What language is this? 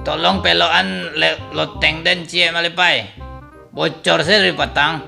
Minangkabau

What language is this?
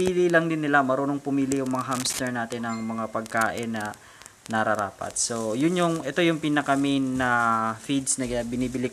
Filipino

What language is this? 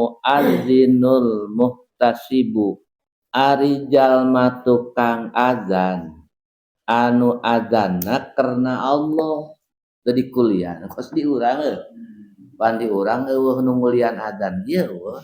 Sundanese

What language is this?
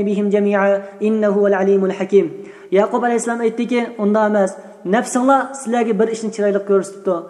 Uyghur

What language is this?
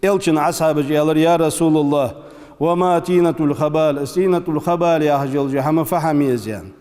Ingush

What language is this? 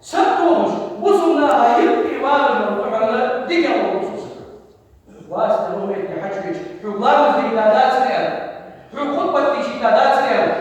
Ingush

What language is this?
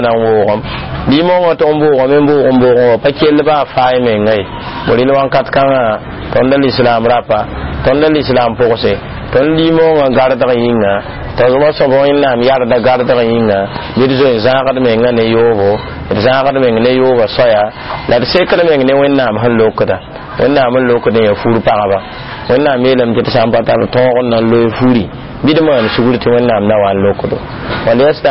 Mossi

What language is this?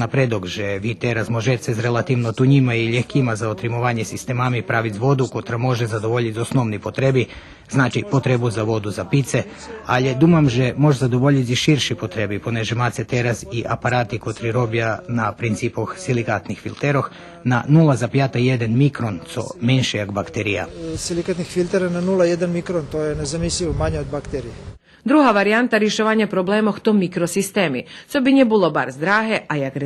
Rusyn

